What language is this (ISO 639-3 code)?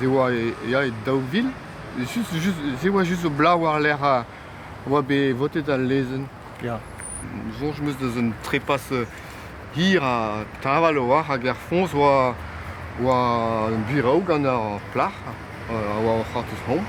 bre